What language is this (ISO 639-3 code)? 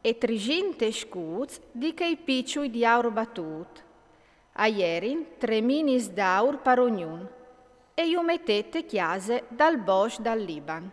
fur